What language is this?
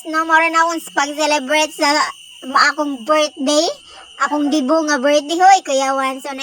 Cebuano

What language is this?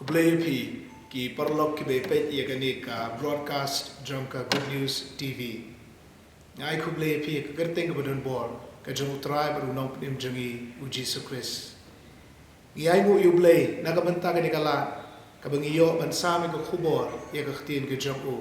Khasi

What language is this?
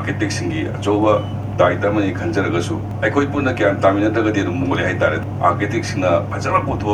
Manipuri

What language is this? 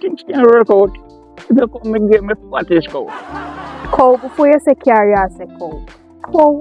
Jamaican Creole English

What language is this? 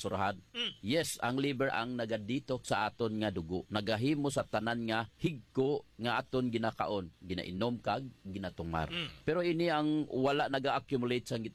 Hiligaynon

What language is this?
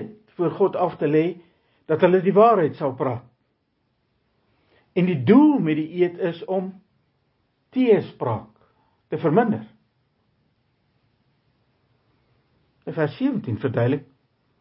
Afrikaans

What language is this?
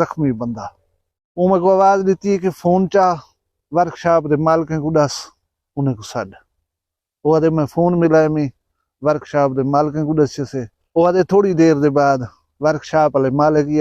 Saraiki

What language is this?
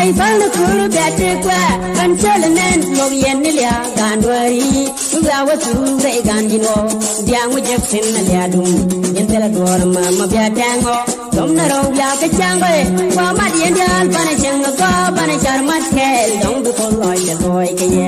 Nuer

